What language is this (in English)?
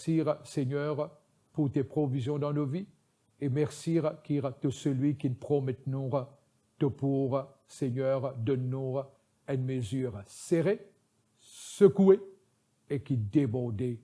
Morisyen